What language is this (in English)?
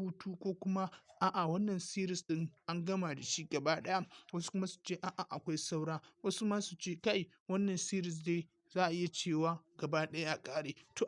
Hausa